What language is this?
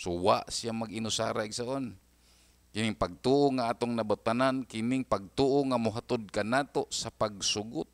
Cebuano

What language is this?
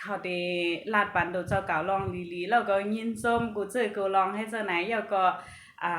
Shan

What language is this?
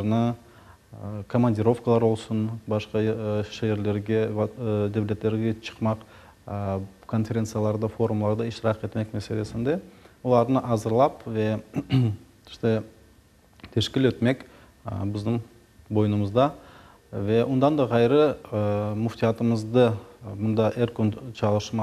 Crimean Tatar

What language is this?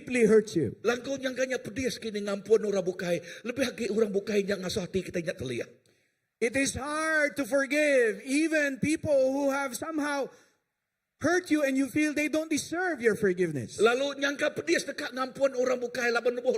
Iban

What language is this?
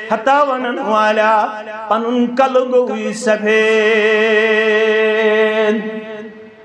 Kashmiri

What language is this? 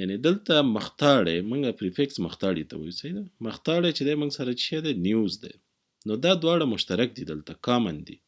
Pashto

